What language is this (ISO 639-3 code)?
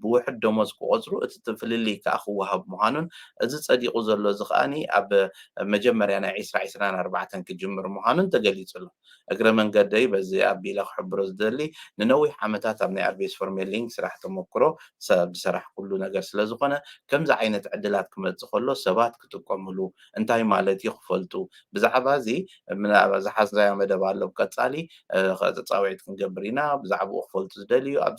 tir